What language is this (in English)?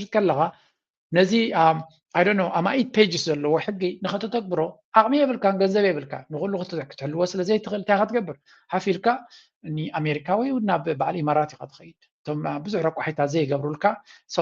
Tigrinya